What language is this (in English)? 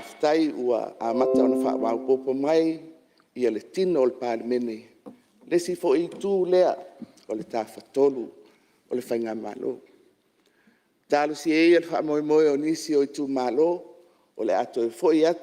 Samoan